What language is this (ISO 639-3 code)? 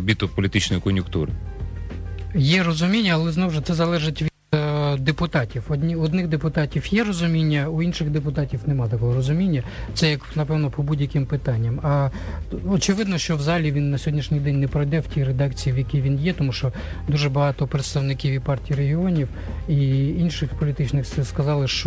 ukr